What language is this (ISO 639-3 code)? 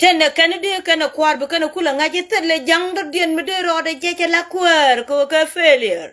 nus